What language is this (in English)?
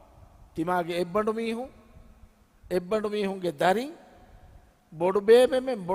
Divehi